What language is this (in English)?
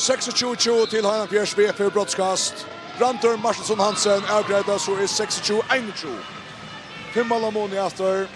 Faroese